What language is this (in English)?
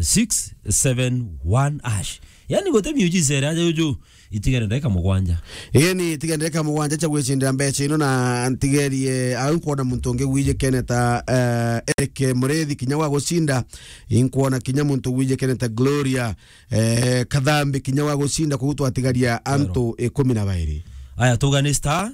Meru